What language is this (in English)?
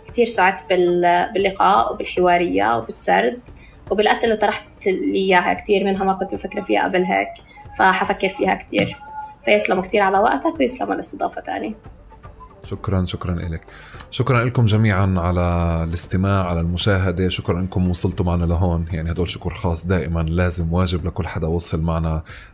North Levantine Arabic